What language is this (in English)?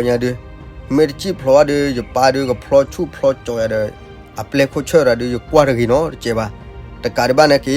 S'gaw Karen